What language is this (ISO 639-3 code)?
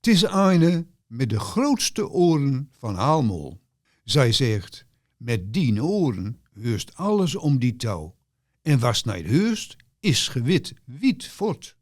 gos